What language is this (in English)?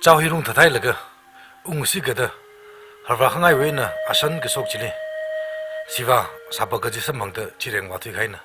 Tangkhul Naga (India)